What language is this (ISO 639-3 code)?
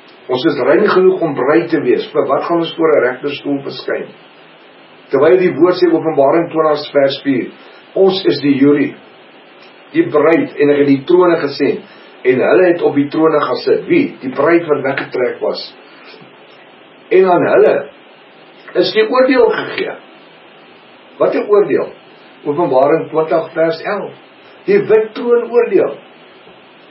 afr